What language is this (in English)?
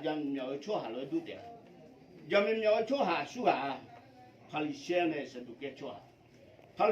Akha